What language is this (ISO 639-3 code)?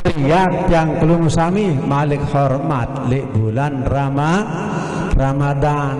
sas